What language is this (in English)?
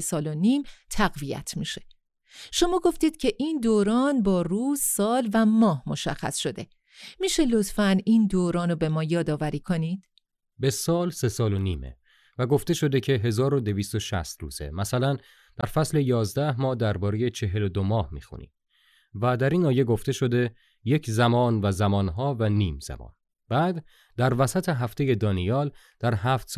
Persian